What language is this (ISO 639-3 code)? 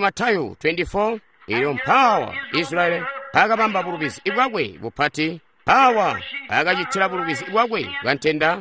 toi